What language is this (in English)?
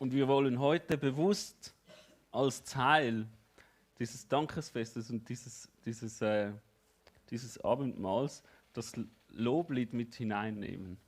Swiss German